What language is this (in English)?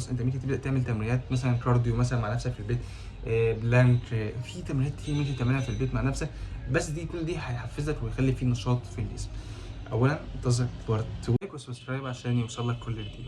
Egyptian Arabic